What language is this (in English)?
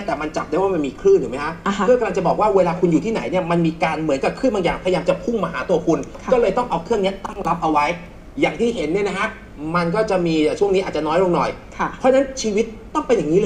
Thai